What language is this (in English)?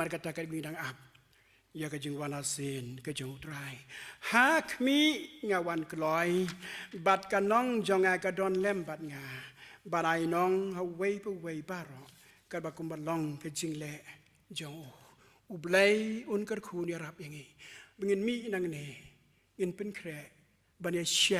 Khasi